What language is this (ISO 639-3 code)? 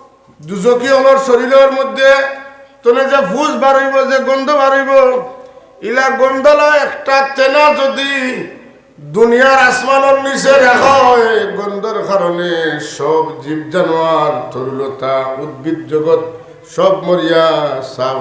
syl